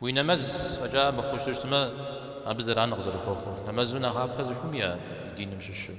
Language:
Kabardian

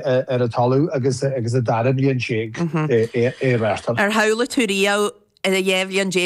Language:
Irish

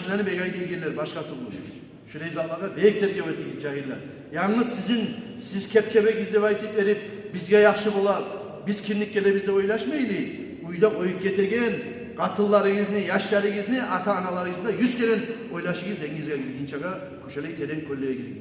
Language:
Kumyk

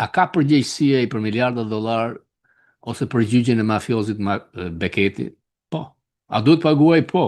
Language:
Albanian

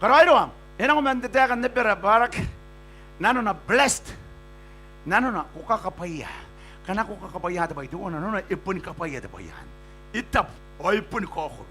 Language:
Gilbertese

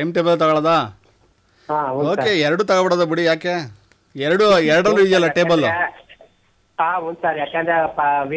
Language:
Kannada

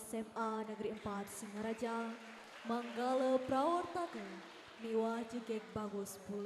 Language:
Balinese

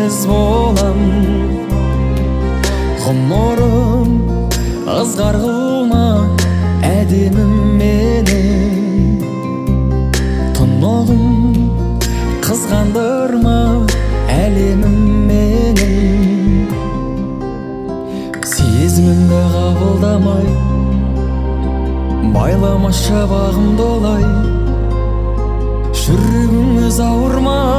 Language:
Kazakh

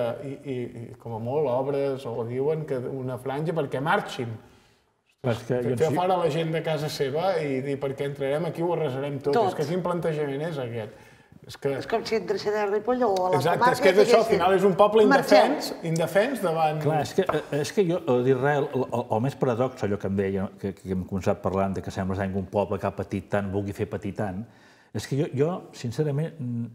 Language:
Catalan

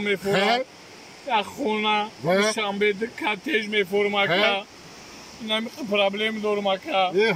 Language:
Tajik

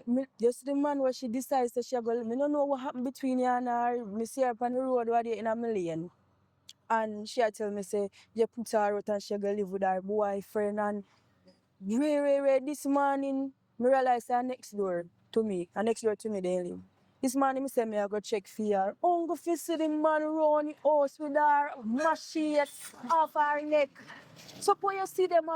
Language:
Jamaican Creole English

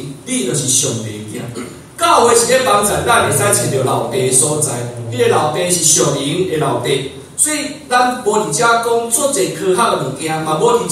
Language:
Min Nan Chinese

